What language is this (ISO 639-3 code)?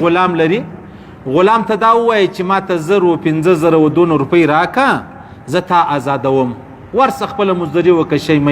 pus